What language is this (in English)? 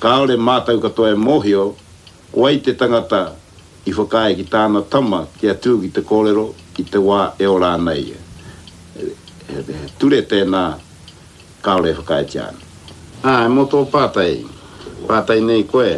Māori